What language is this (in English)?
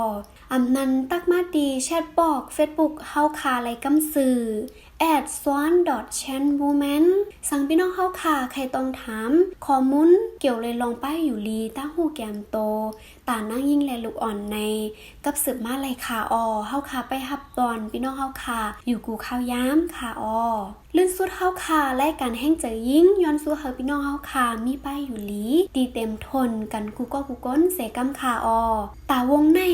Shan